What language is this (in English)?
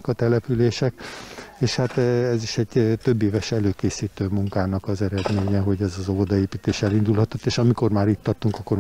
Hungarian